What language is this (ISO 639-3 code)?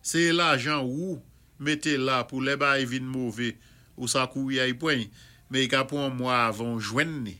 acf